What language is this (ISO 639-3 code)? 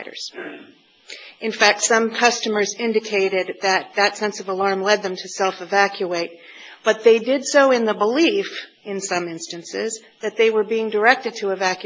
eng